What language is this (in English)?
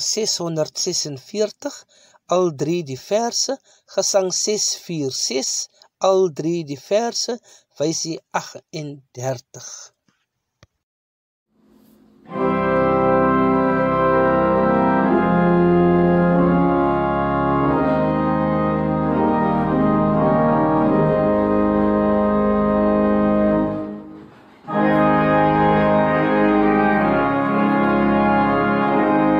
Afrikaans